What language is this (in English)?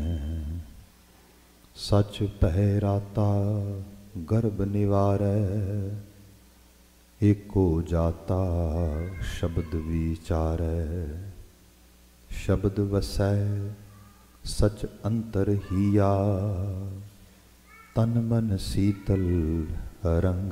Punjabi